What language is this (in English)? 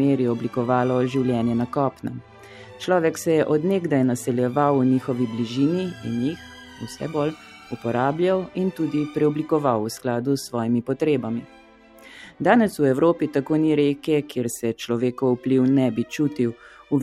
Slovenian